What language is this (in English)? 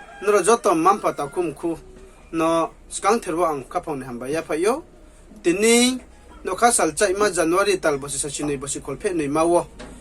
Riang (India)